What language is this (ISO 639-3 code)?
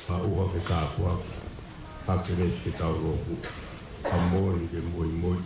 ton